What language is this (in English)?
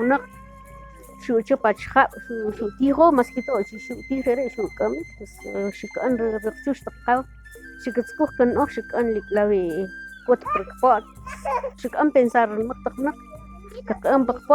Kʼicheʼ